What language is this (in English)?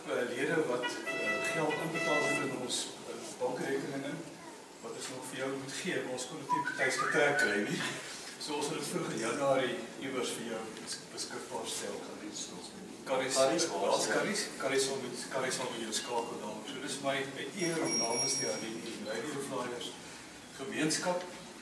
Afrikaans